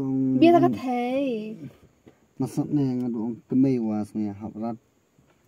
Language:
Khasi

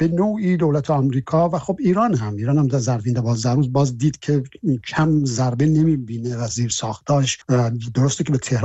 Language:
Persian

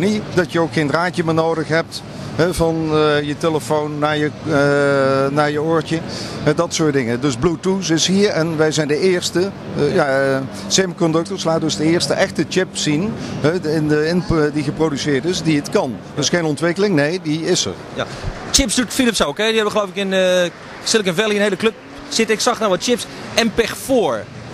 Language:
Dutch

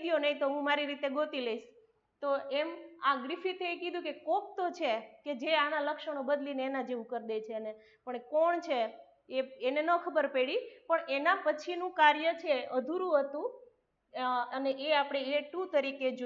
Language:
Gujarati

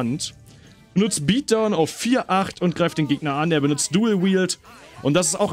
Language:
German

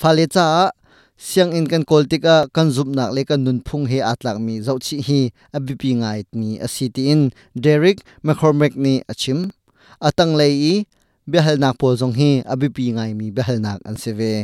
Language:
Hakha Chin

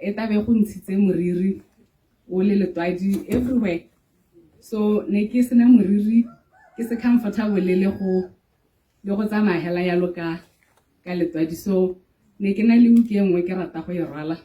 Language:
Tswana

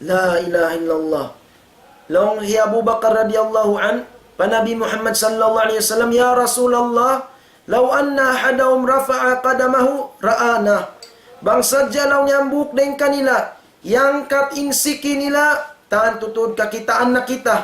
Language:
Tausug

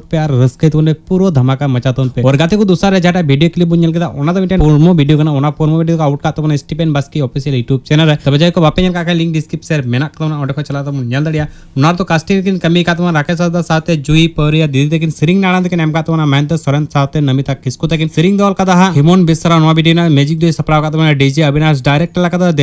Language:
Santali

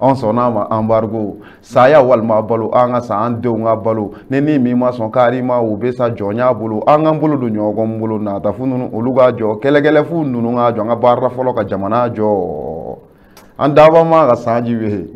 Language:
Bambara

